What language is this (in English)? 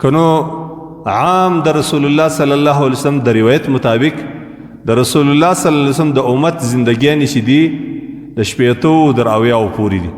Pashto